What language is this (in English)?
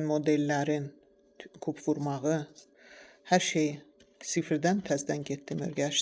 Azerbaijani